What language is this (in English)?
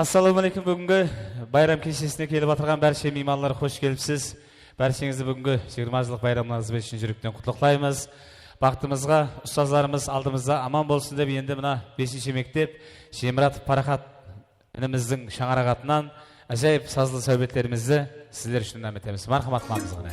Kara-Kalpak